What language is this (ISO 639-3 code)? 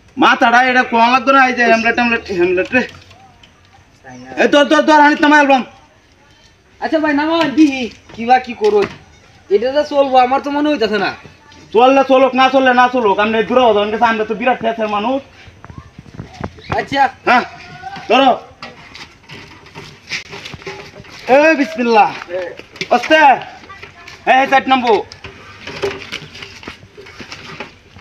ben